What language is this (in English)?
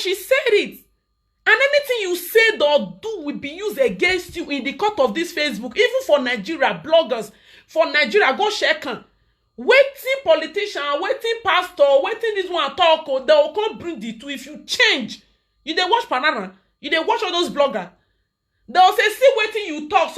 Nigerian Pidgin